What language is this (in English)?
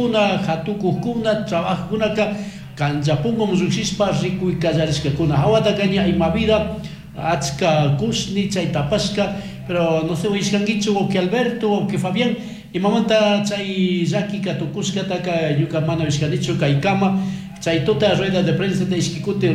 Chimborazo Highland Quichua